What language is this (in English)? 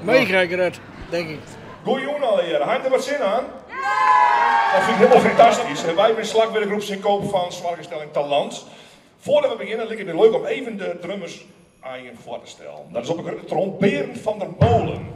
Western Frisian